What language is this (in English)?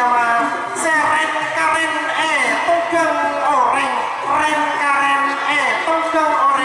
Madurese